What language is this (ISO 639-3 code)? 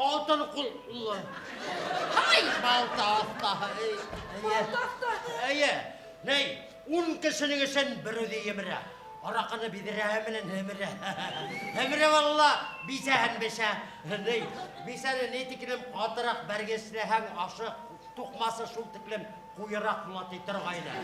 bak